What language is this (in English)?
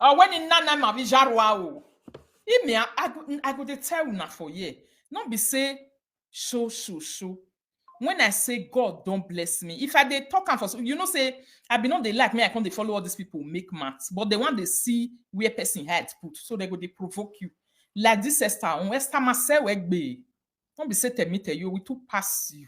Nigerian Pidgin